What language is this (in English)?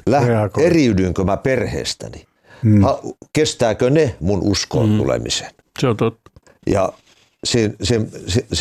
Finnish